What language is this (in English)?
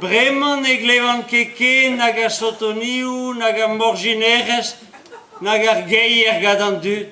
Breton